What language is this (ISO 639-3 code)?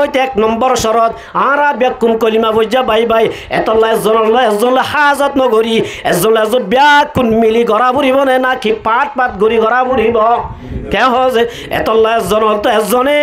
rhg